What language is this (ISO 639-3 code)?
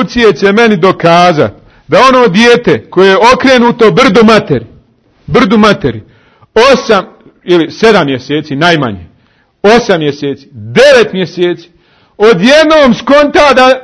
bos